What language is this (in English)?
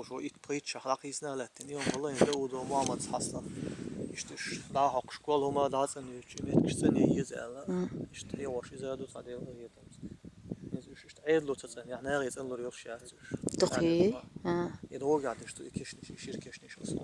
Chechen